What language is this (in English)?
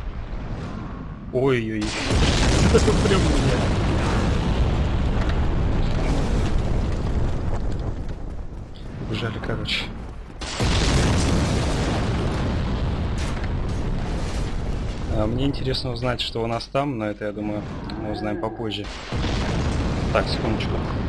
Russian